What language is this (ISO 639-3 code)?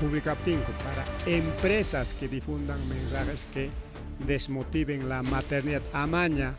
quy